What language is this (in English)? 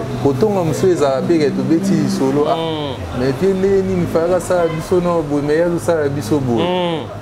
Lingala